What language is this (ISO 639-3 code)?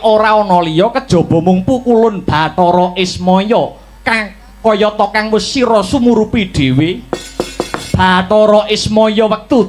jav